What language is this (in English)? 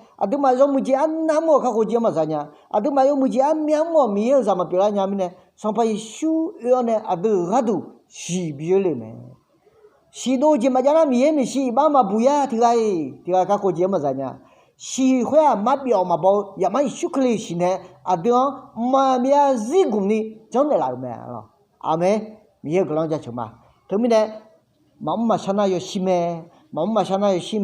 Akha